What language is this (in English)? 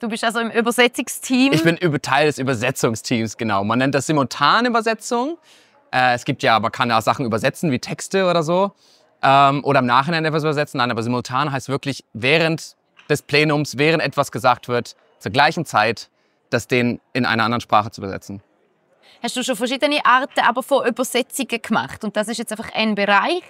Swiss German